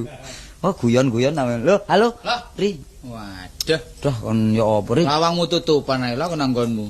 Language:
Javanese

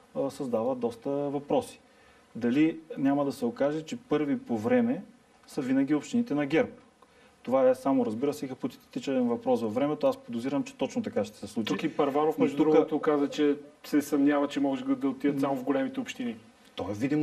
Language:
Bulgarian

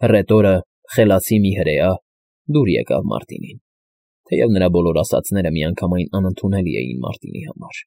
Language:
Armenian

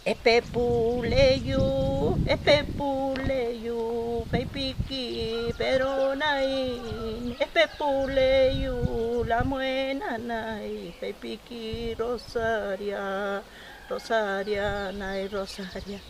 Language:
Mapuche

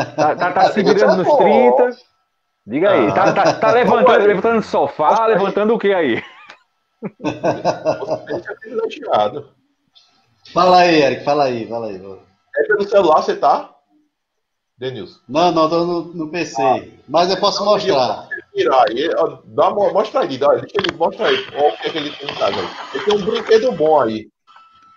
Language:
Portuguese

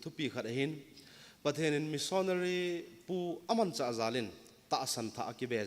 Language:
Thado Chin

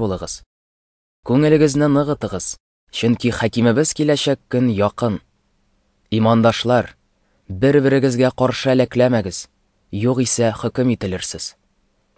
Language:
Tatar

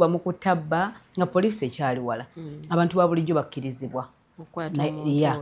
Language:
Ganda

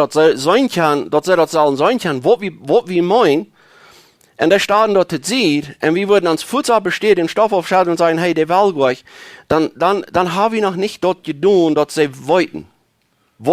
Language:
Plautdietsch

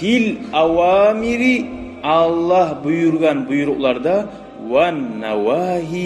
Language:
Kumyk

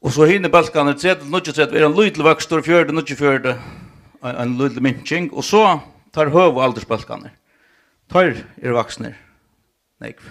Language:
Faroese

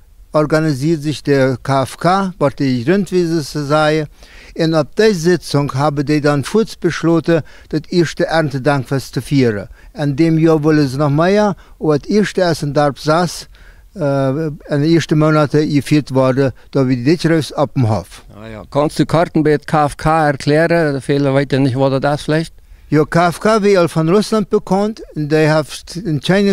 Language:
Plautdietsch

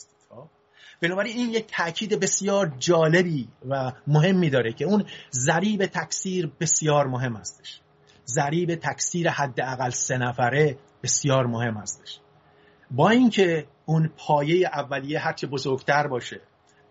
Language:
Persian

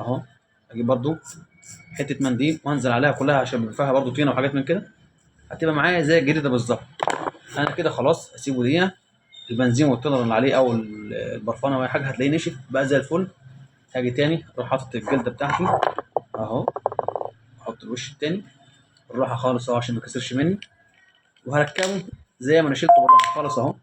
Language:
Egyptian Arabic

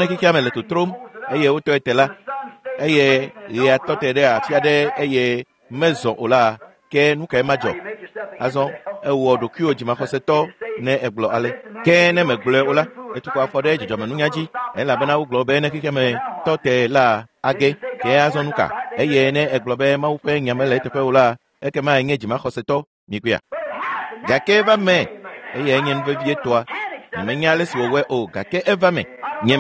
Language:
Ewe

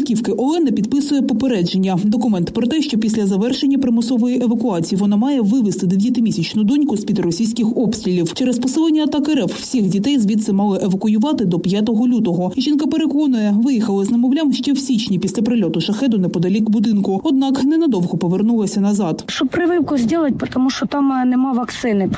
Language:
Ukrainian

